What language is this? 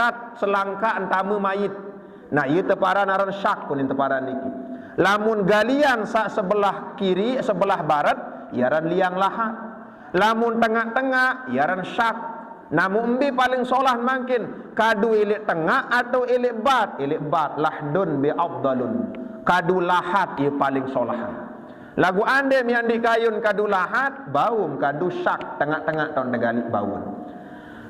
Sasak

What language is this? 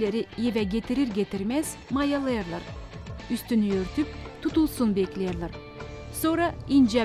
Gagauz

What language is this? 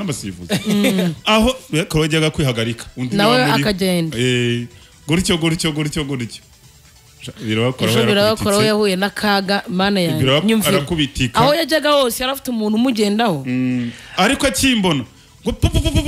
Kinyarwanda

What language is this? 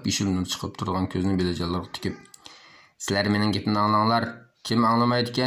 Uyghur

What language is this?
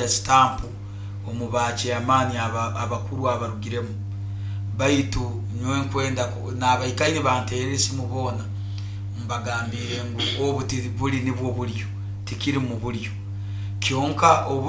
Nyoro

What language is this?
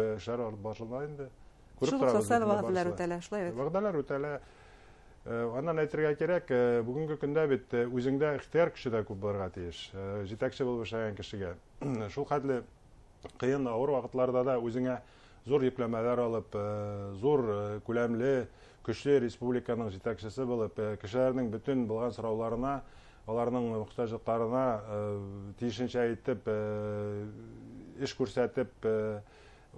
Bashkir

